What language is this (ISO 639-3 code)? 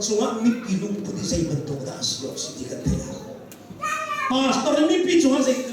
cnh